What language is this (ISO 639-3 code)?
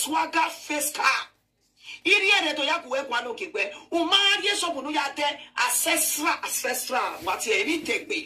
pcm